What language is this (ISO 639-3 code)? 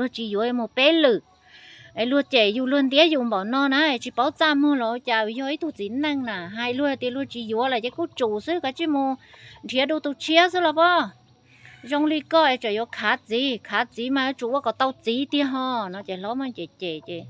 hmn